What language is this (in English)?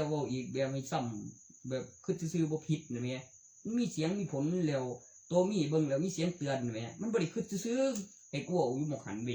Northeastern Thai